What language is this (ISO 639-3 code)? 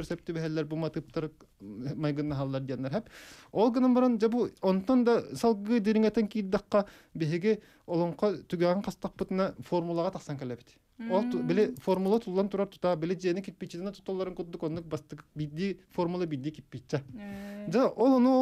sah